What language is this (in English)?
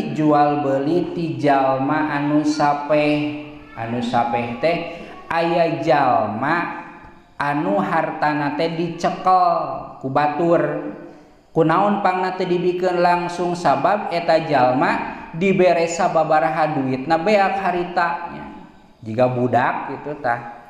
Sundanese